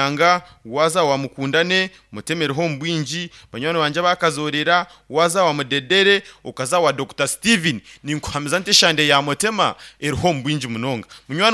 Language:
Nyankole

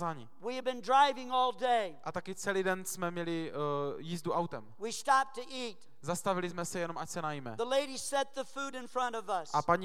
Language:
Czech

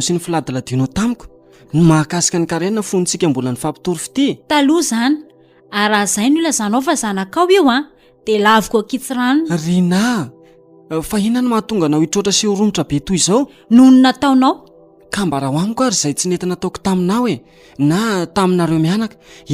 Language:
Malagasy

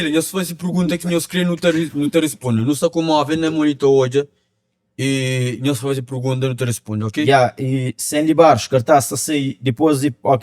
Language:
Kabuverdianu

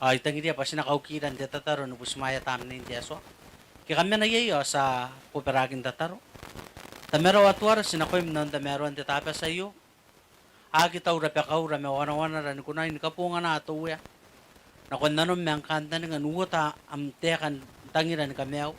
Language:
Gilbertese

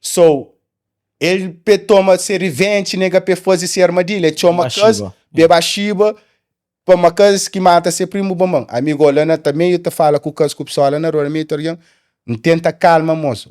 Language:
Kabuverdianu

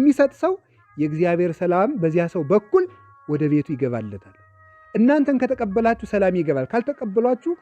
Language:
Amharic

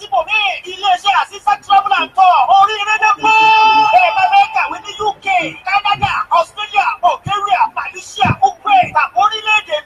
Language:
Yoruba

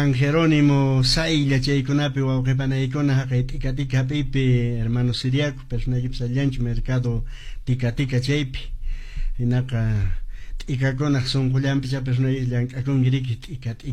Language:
Quechua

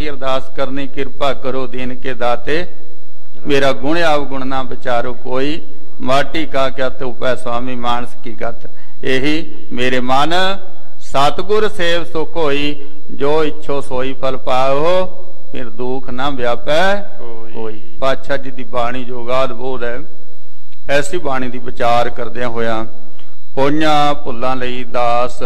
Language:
Punjabi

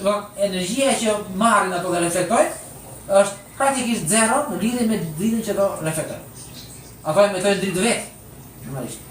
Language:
Albanian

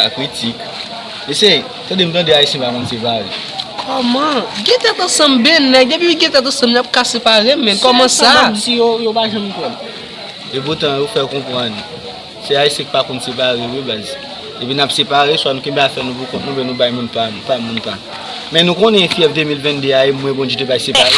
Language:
Haitian Creole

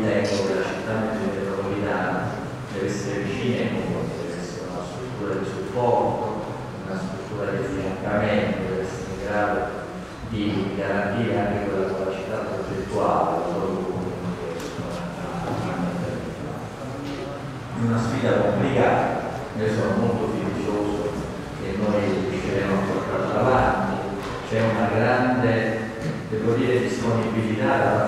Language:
Italian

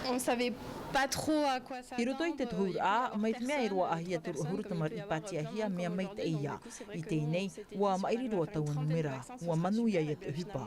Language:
Tahitian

